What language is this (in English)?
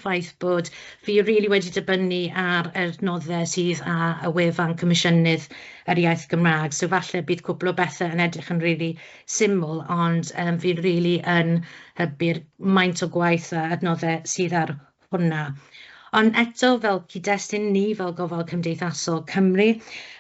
Welsh